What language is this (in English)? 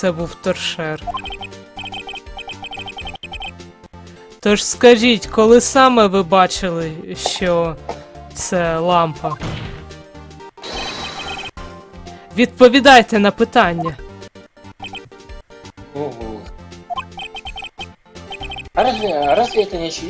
Ukrainian